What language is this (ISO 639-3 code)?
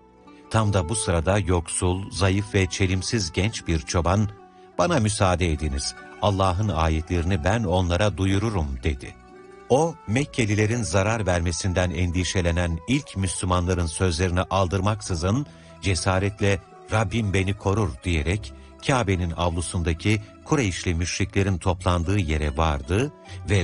tur